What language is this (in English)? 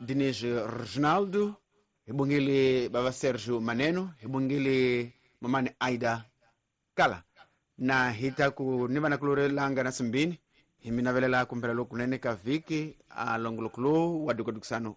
Tsonga